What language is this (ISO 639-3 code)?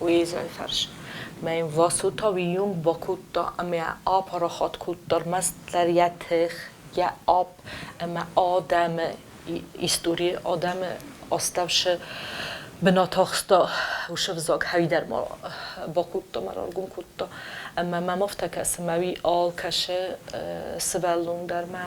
oss